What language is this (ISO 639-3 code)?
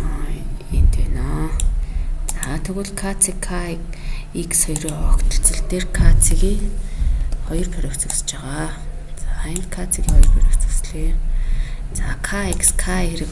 mon